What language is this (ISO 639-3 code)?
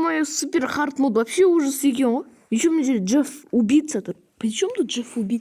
kaz